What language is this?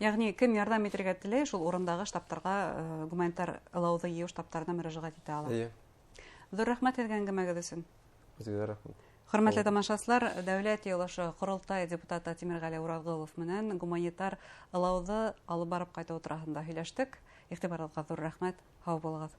Bashkir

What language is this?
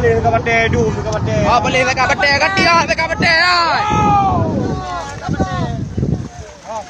Achinese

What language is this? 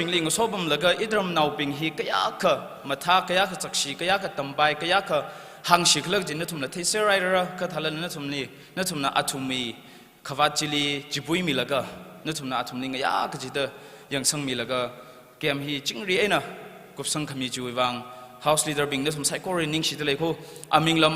Tangkhul Naga (India)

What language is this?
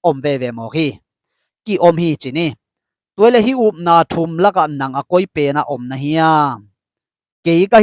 Tedim Chin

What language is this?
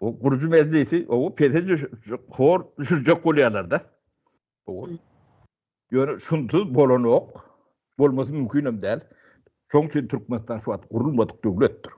Turkmen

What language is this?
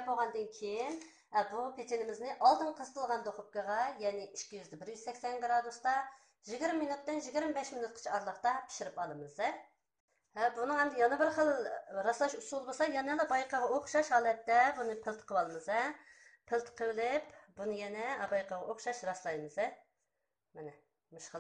Uyghur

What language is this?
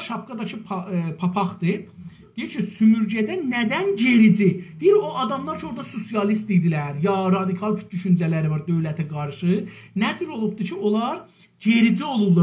South Azerbaijani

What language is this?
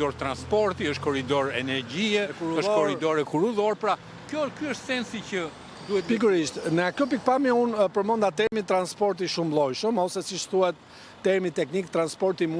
Albanian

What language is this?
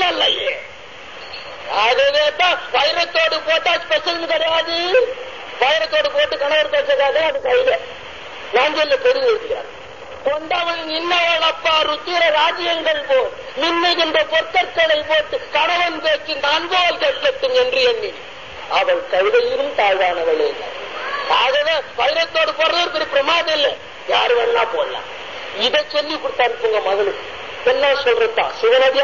Tamil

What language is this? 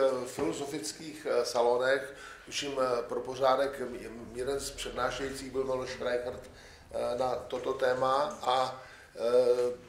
Czech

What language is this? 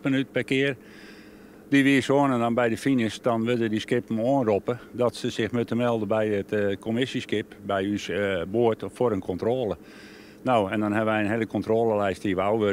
Western Frisian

